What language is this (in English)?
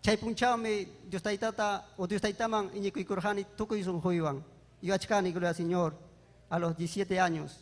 Ayacucho Quechua